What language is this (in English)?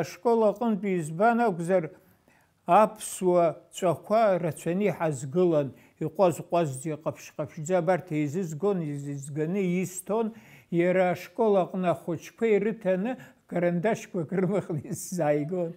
Abkhazian